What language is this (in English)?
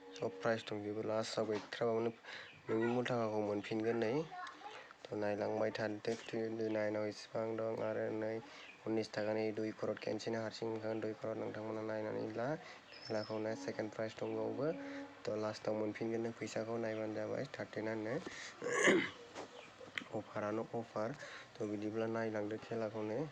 Bodo